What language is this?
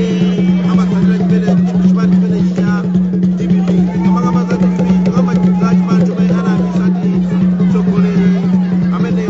Nyanja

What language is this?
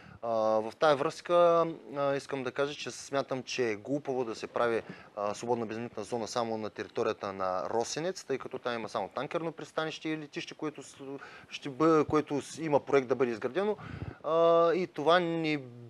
Bulgarian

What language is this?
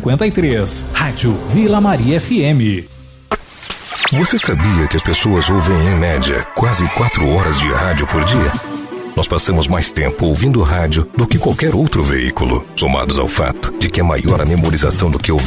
Portuguese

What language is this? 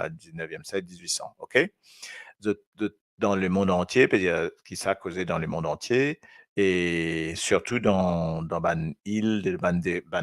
Morisyen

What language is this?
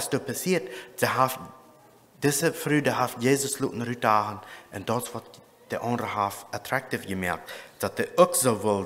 Plautdietsch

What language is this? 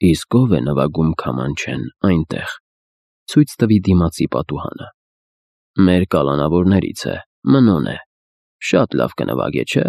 Armenian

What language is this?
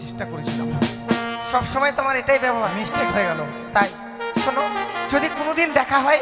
Bangla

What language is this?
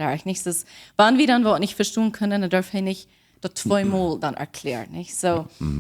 Plautdietsch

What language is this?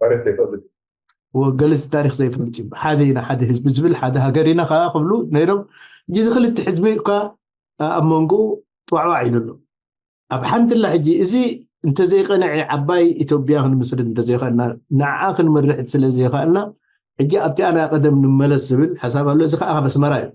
Tigrinya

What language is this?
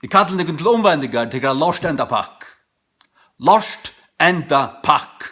Faroese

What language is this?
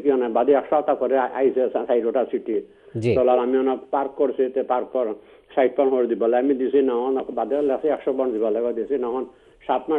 Bangla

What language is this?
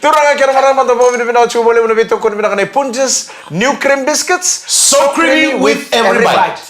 Fijian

